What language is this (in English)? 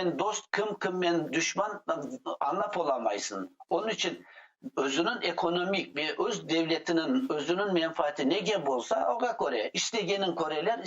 Crimean Tatar